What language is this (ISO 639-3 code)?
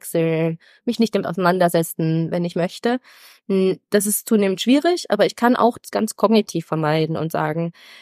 deu